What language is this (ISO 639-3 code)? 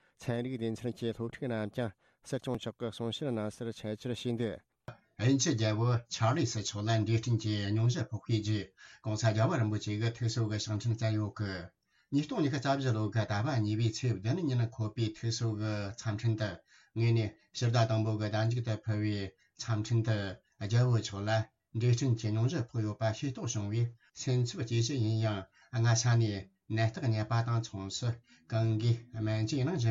bod